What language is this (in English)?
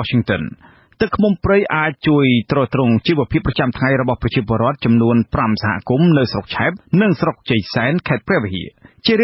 Khmer